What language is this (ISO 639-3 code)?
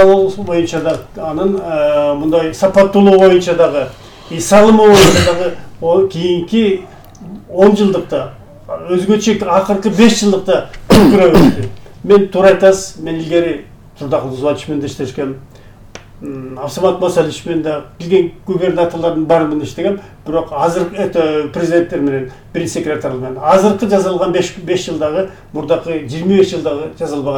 kir